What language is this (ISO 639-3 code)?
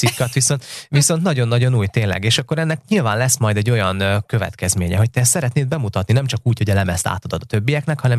hun